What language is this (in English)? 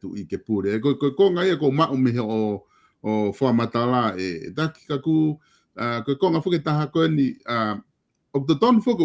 Tongan